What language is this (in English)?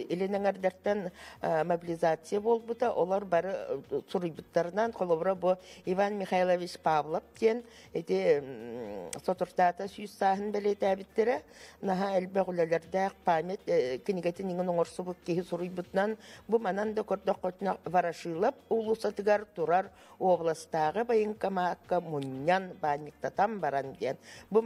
Yakut